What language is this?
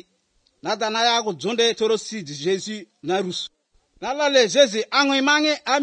Slovenian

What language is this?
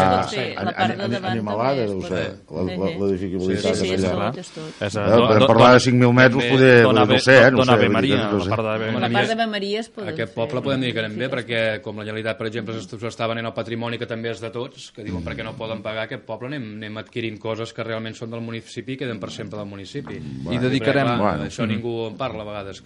Catalan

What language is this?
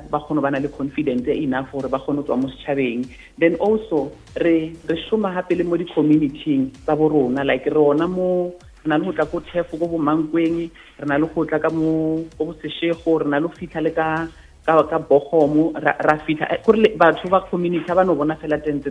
Northern Sotho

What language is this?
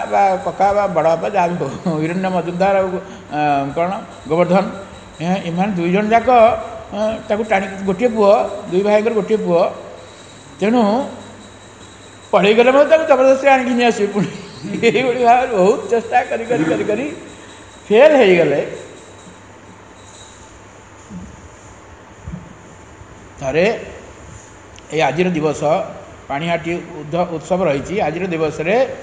Odia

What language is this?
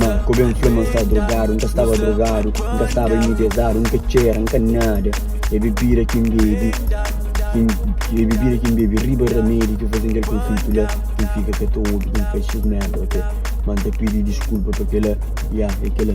Kabuverdianu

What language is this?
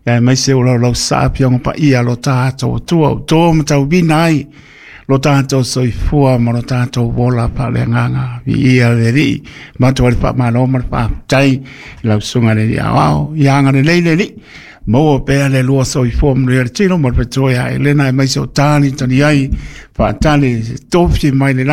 Samoan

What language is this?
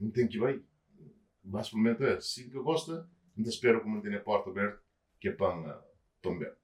Kabuverdianu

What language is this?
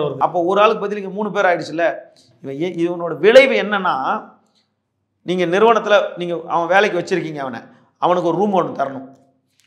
Tamil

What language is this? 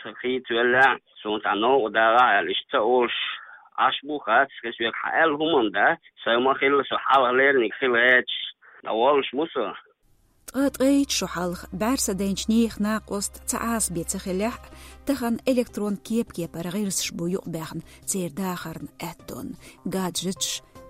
Chechen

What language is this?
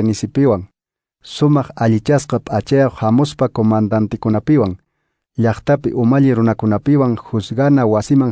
Quechua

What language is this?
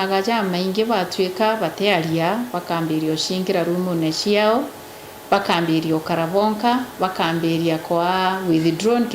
Meru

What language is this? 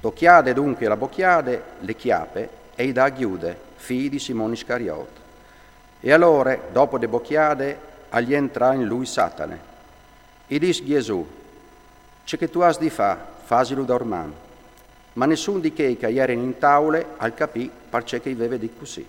Friulian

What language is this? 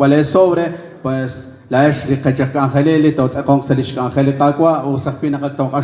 Kekchí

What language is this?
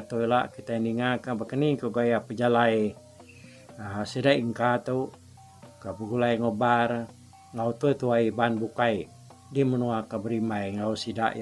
Iban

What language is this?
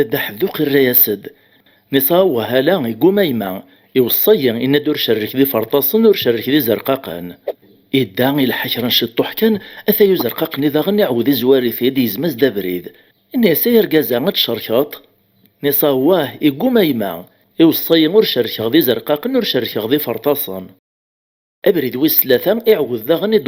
Kabyle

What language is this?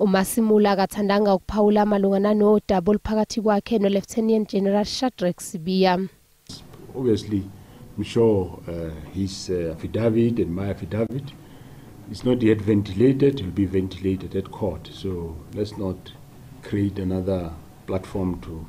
Zulu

